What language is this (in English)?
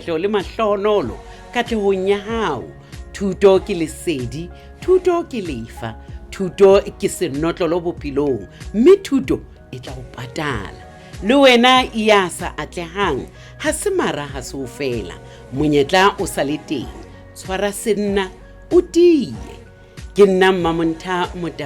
Southern Sotho